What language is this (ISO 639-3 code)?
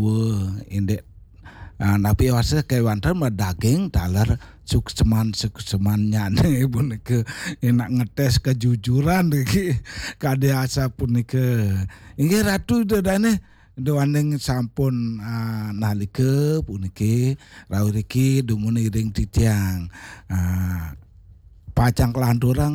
ban